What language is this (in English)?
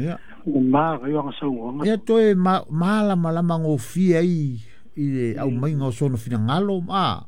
Samoan